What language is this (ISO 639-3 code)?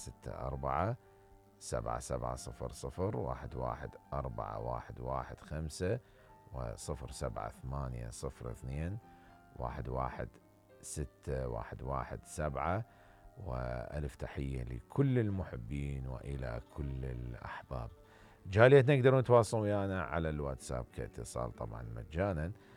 acm